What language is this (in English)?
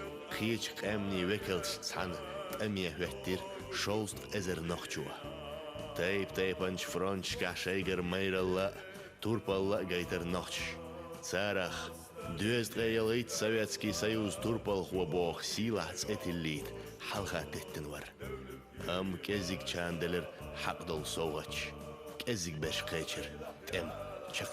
Chechen